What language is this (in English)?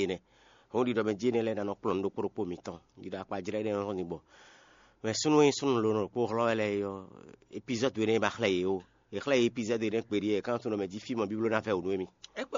Fon